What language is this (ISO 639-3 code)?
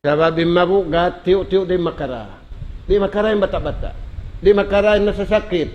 tsg